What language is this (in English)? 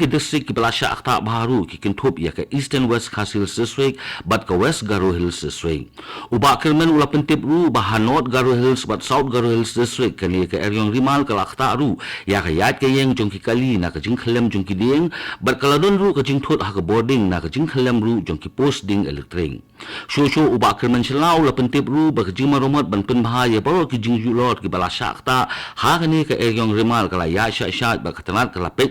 Khasi